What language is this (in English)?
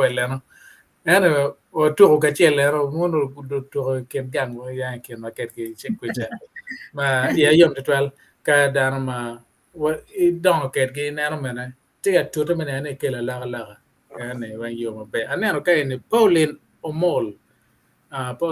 Acoli